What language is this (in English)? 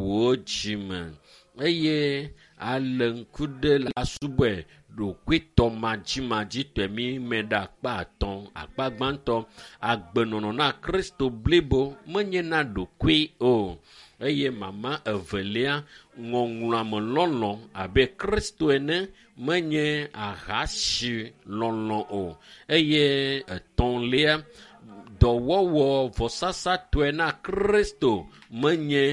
Ewe